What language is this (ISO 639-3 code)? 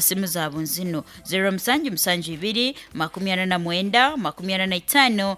nyo